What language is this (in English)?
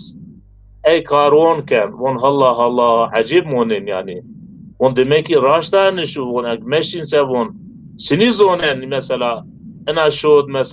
Zaza